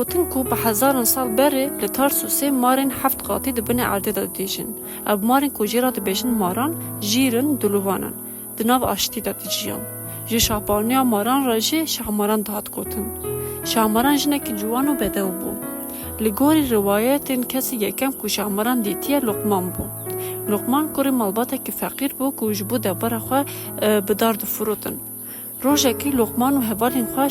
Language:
Kurdish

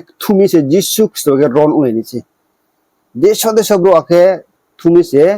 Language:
Riang (India)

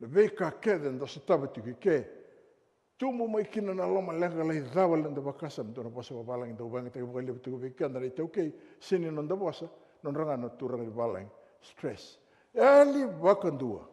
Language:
Fijian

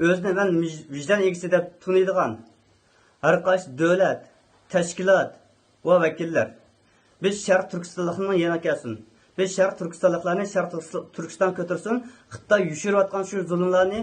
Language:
Uyghur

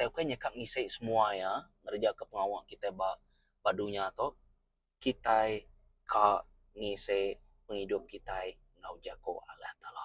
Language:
Iban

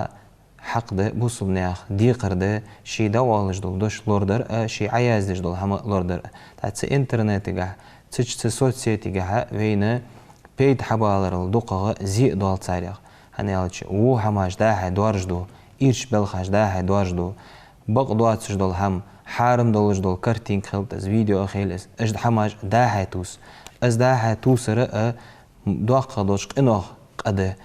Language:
Ingush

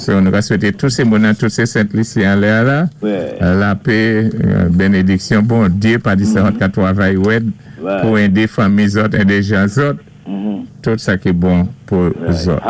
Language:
Saint Lucian Creole French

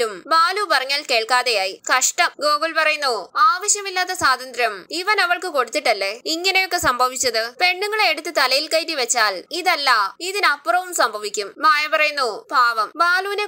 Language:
Malayalam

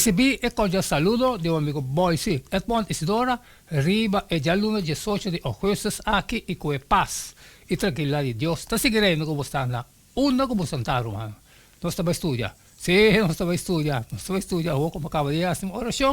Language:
Papiamento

